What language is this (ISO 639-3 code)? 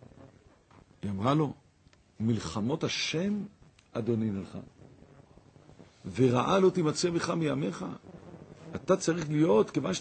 heb